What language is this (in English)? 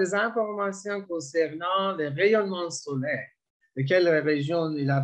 French